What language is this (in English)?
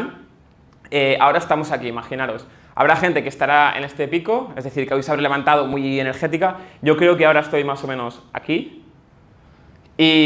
Spanish